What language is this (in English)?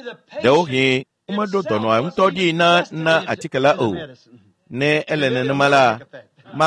Ewe